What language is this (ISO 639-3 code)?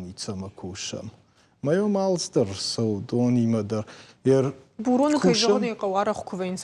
oss